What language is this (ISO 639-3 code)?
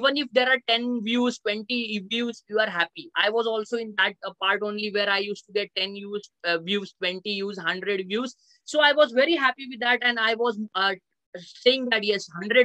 eng